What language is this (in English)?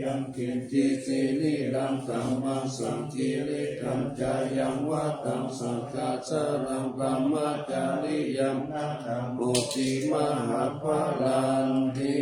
Pali